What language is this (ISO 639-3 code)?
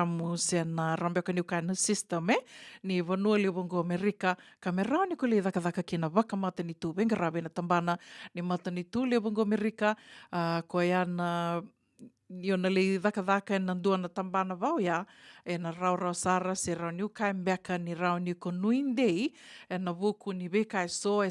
fij